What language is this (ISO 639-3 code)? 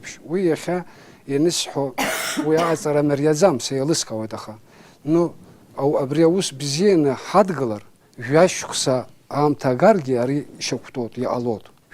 abk